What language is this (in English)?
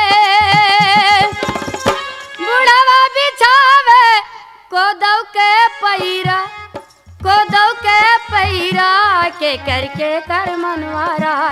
Bhojpuri